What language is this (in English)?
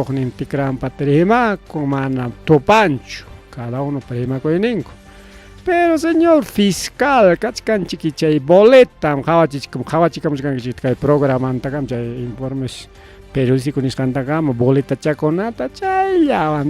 Ayacucho Quechua